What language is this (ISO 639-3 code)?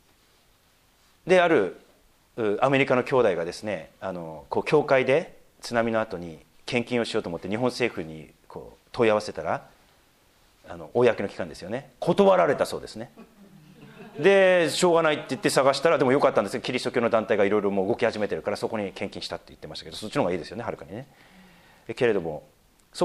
jpn